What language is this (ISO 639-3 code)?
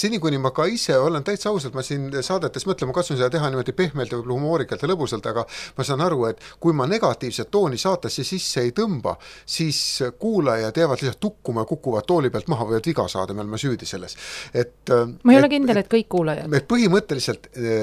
est